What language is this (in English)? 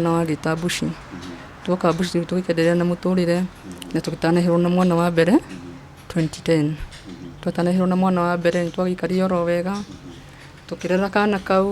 Kikuyu